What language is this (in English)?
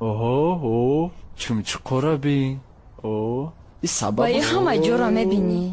Tajik